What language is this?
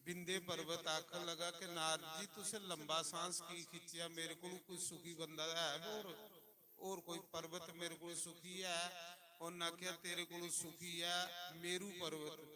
Dogri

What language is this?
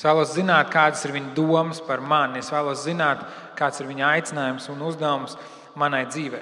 Latvian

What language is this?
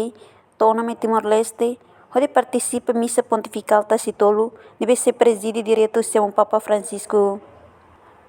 Tetum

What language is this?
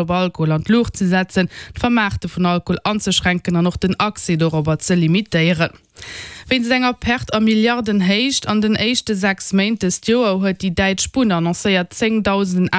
Luxembourgish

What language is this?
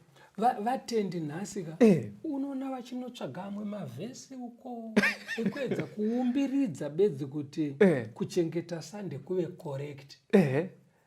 Shona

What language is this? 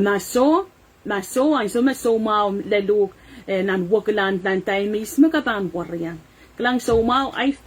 Pohnpeian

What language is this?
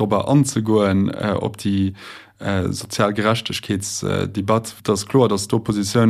Luxembourgish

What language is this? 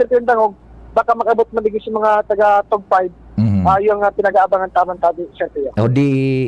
Bikol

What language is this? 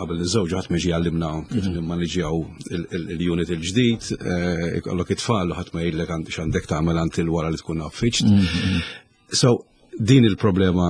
Maltese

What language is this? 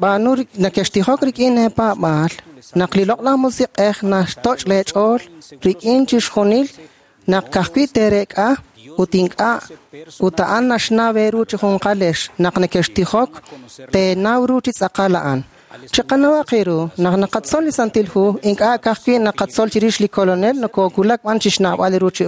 Kekchí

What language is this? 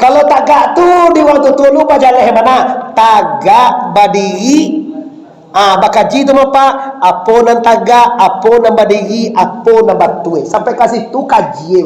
Minangkabau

